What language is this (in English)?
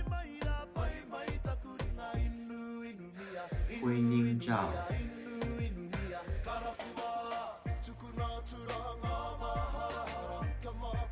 Māori